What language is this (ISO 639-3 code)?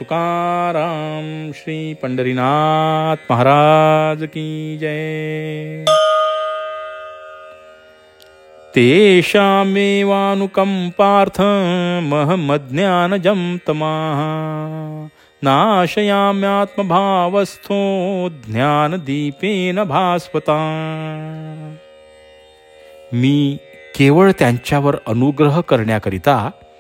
mar